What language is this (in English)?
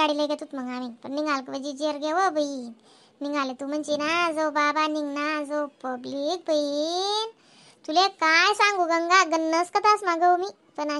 Khandesi